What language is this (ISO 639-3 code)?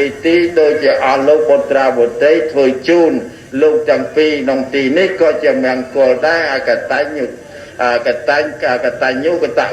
khm